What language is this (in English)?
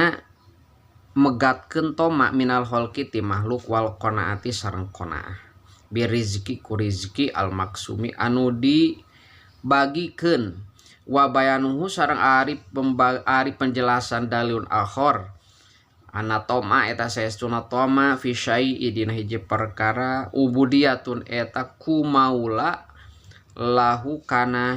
Sundanese